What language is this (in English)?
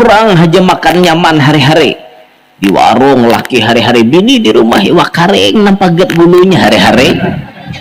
Banjar